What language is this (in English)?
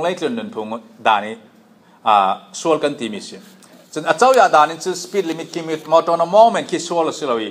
Falam Chin